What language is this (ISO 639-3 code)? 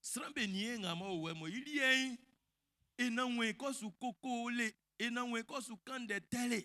bci